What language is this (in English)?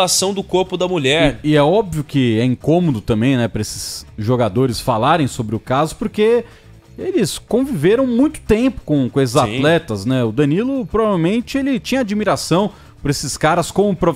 Portuguese